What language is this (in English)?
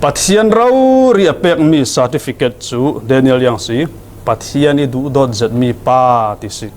Falam Chin